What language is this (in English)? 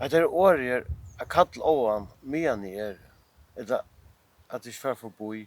Faroese